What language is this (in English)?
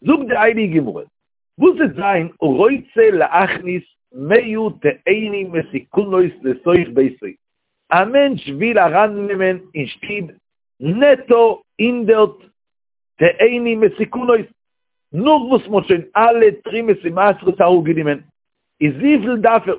Yiddish